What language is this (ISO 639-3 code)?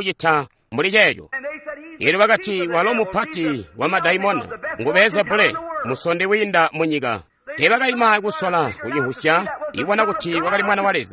toi